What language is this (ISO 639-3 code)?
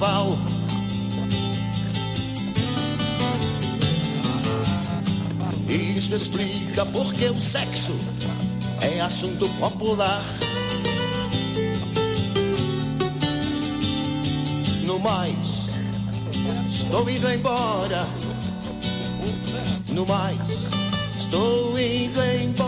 por